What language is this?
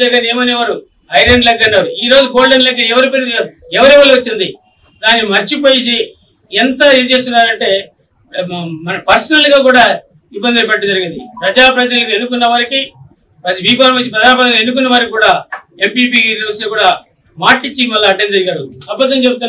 Telugu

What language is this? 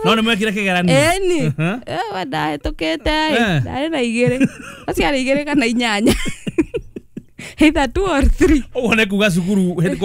Kikuyu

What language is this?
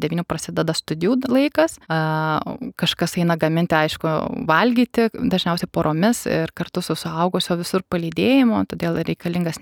Lithuanian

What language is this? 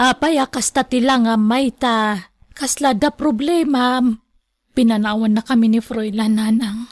Iloko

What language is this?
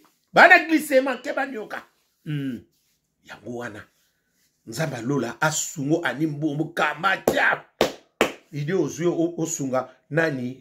Lingala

